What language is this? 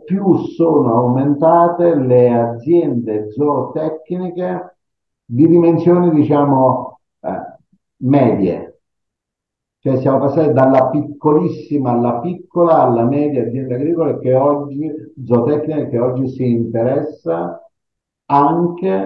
Italian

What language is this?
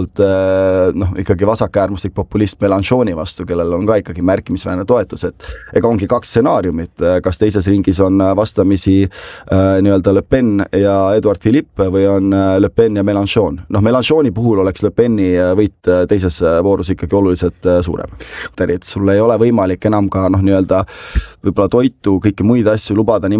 Estonian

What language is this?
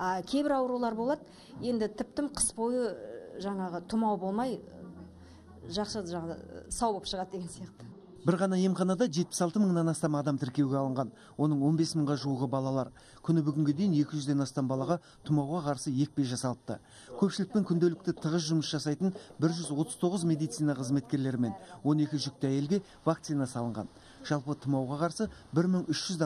Kazakh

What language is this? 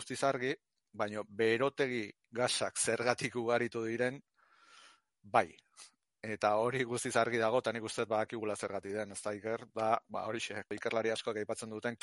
Basque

